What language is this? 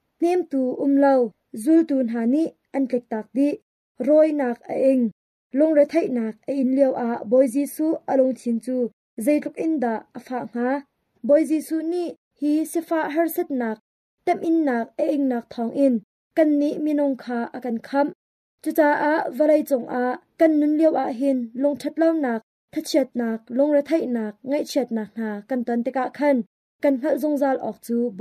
Hakha Chin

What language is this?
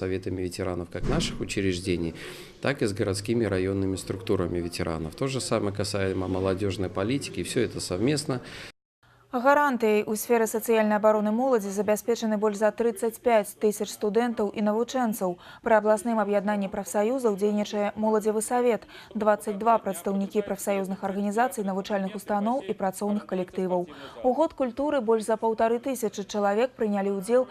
Belarusian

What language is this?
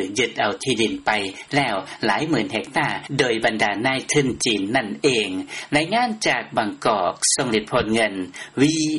Lao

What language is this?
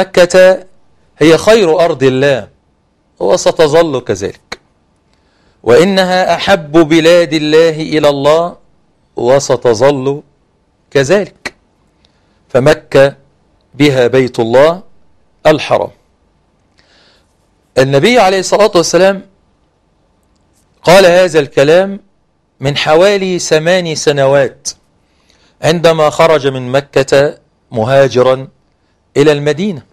Arabic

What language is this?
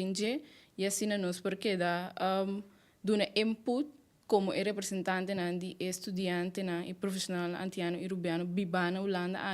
Papiamento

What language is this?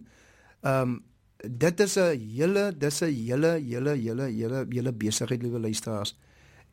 Afrikaans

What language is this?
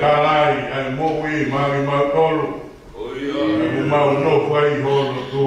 Tongan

